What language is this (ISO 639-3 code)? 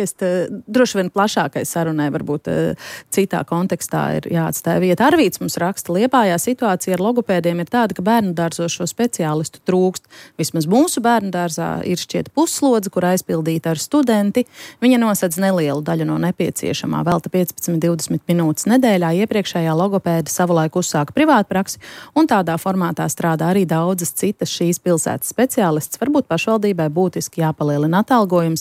lav